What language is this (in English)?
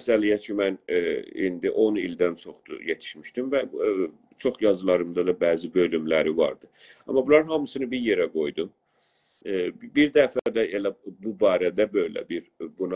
South Azerbaijani